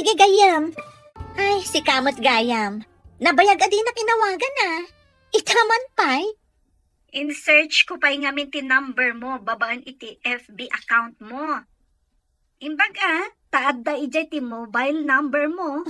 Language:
Iloko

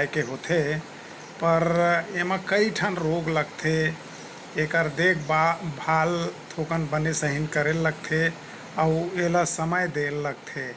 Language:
Chhattisgarhi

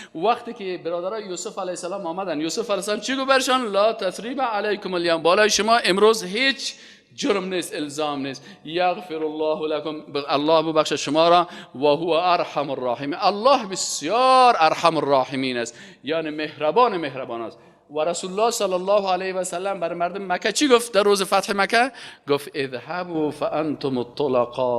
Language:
Persian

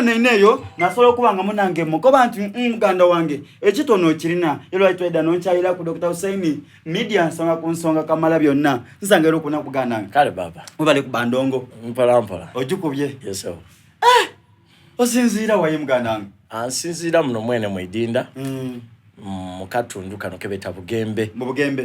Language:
Soga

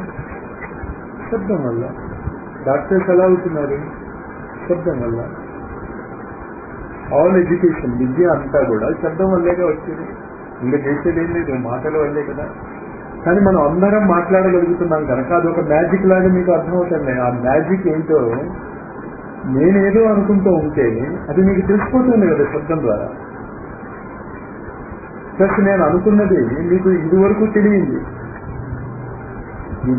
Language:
Telugu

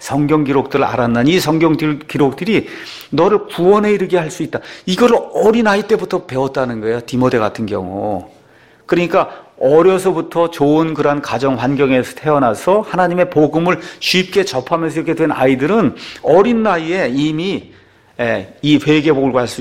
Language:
Korean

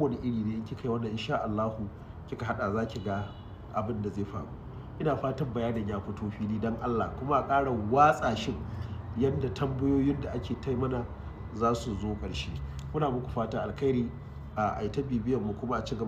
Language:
Hausa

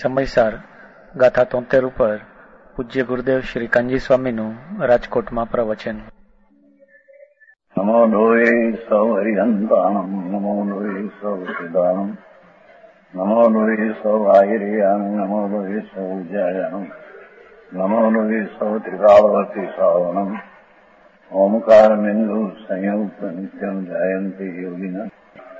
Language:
Gujarati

